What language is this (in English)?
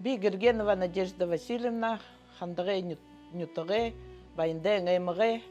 Buriat